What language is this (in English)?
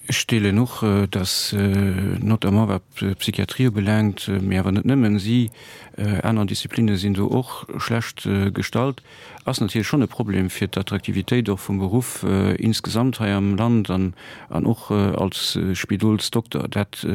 Luxembourgish